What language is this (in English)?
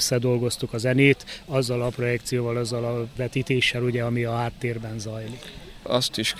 Hungarian